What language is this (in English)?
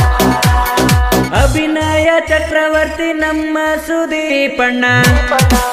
Kannada